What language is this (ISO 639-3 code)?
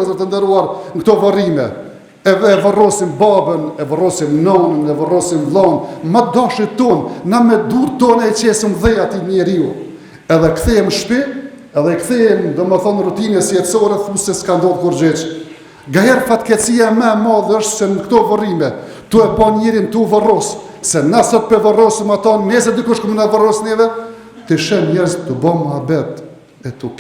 sqi